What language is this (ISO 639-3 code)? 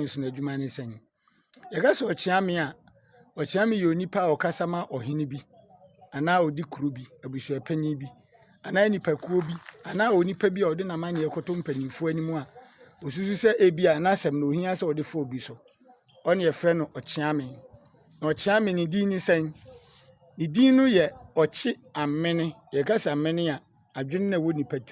aka